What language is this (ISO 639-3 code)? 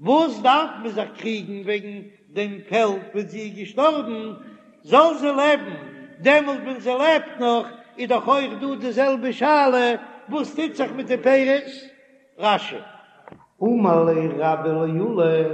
yid